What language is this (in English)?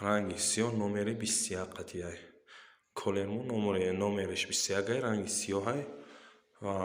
Tajik